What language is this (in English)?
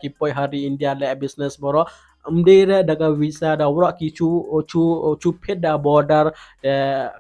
Khasi